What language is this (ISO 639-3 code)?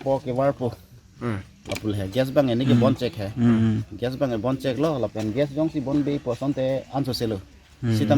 mjw